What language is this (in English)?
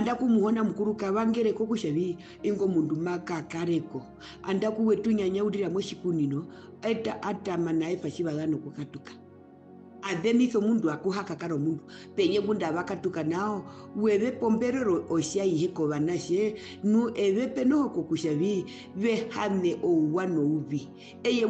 Herero